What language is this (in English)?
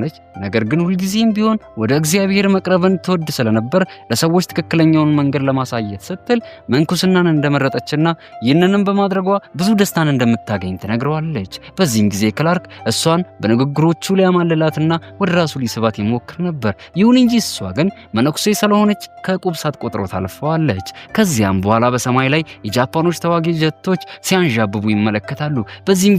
Amharic